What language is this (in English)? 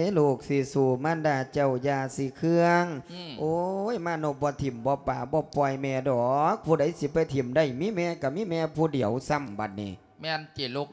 Lao